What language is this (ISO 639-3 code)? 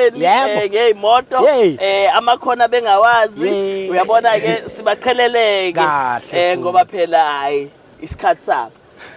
zul